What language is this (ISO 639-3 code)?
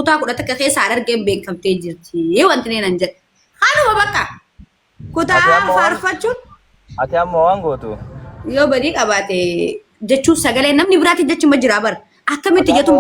orm